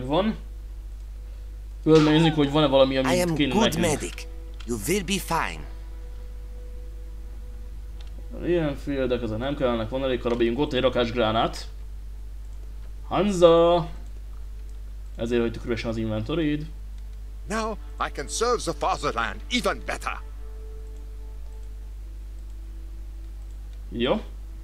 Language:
Hungarian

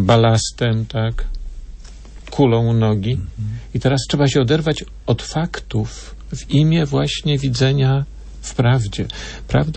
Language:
Polish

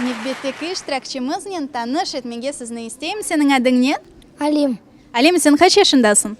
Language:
Crimean Tatar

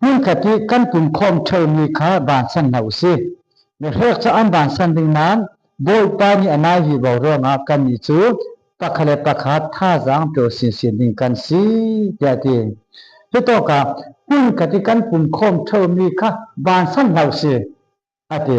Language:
Falam Chin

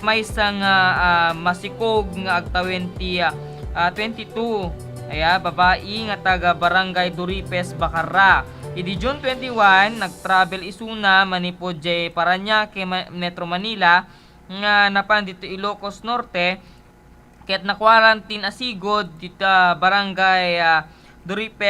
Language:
Iloko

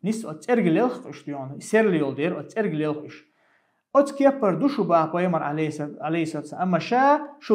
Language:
Chechen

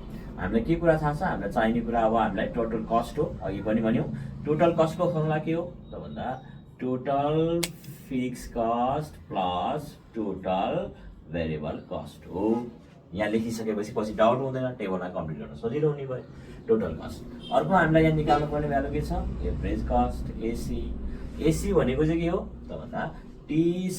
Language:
Nepali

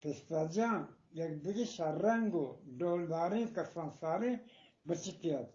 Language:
Eastern Balochi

